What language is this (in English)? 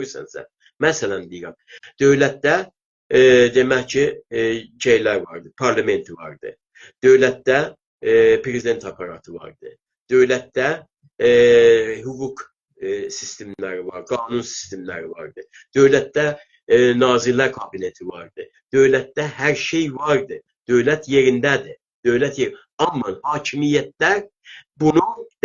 South Azerbaijani